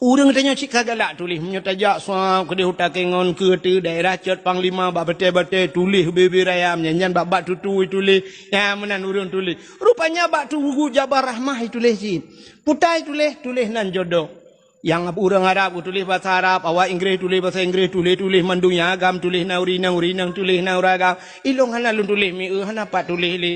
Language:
Achinese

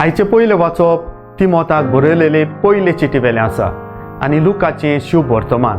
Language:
Konkani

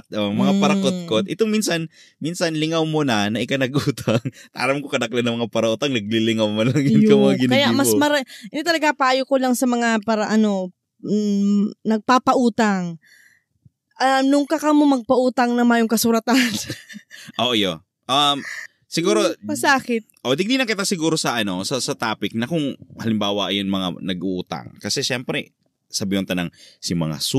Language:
Bikol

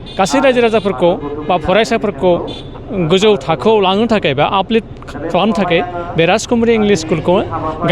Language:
Bodo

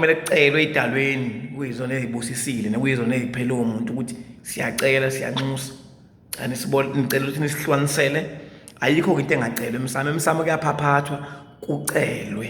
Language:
Zulu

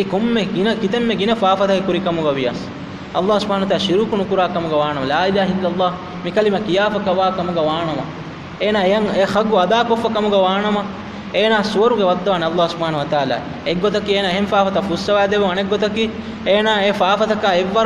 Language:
Divehi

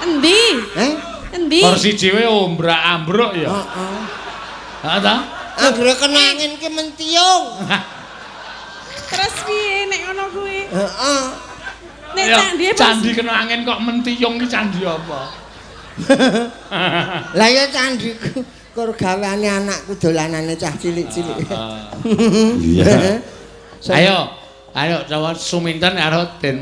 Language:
Javanese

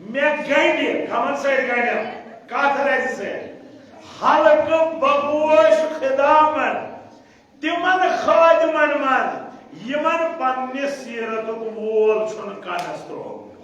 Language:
Kashmiri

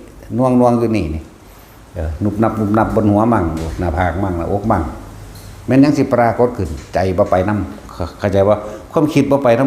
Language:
Northeastern Thai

